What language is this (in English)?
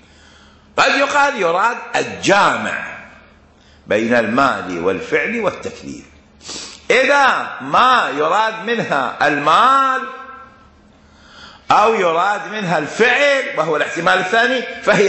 Arabic